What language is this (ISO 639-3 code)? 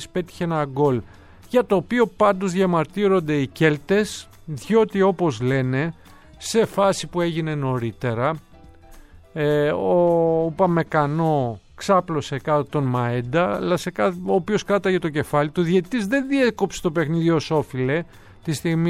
ell